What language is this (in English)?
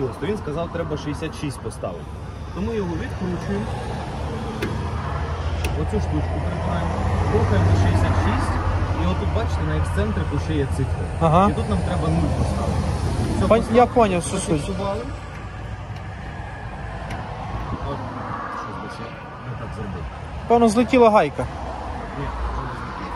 Ukrainian